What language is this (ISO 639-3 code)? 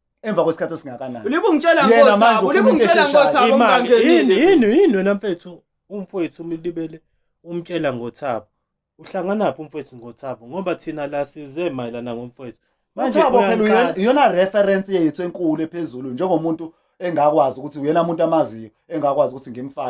zul